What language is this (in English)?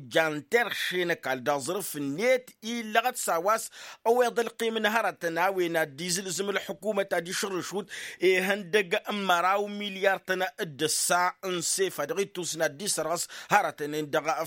Tamasheq